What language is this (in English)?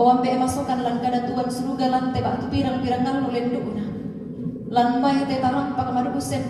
Toraja-Sa'dan